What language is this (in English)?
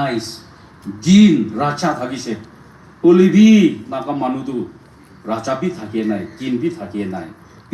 Naga Pidgin